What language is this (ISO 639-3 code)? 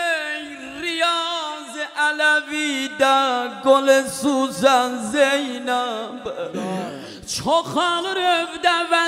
fas